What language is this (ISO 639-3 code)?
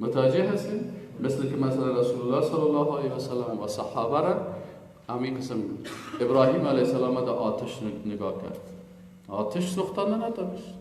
fas